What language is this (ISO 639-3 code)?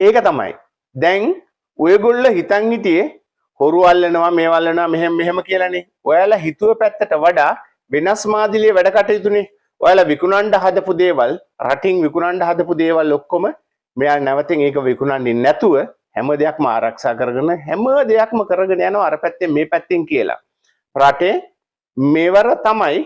sin